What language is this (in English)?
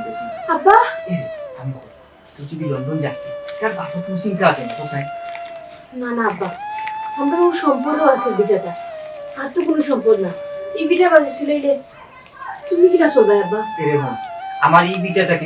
Sylheti